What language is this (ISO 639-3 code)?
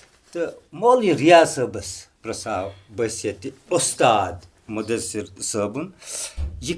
kas